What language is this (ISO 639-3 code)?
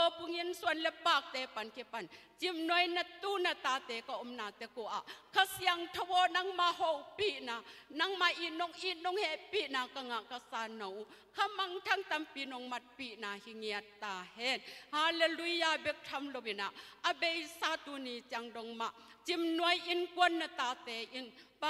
ctd